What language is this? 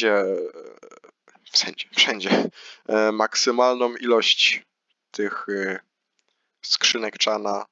Polish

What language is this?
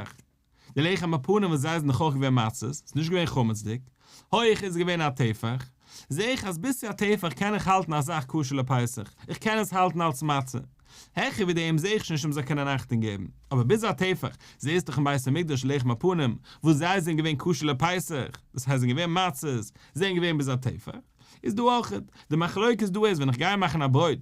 Yiddish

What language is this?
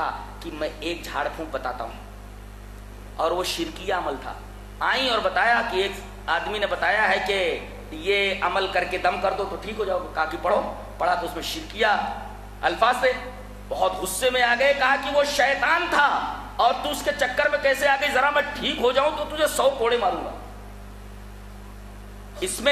Urdu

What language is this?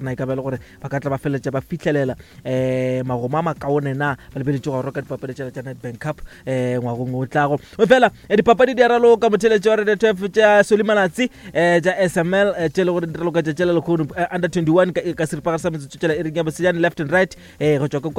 Northern Sotho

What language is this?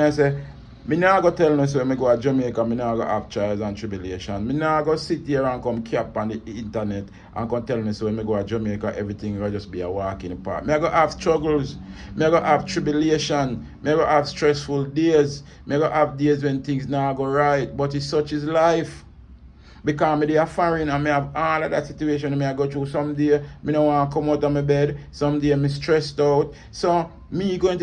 Jamaican Creole English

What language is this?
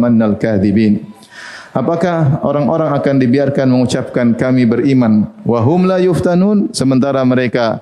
Indonesian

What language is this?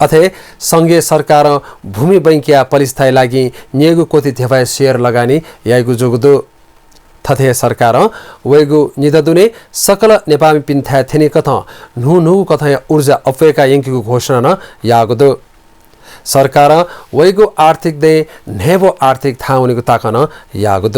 Newari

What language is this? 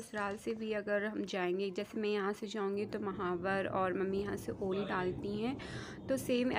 Hindi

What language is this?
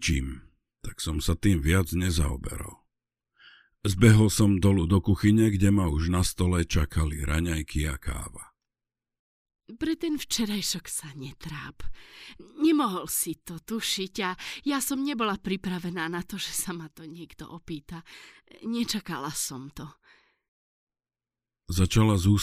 Slovak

